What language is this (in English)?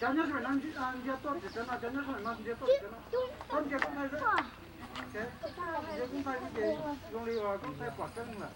Hmong